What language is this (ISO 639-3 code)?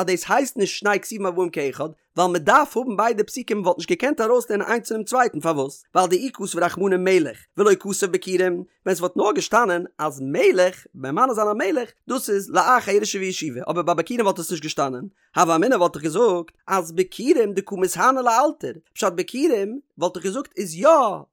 yid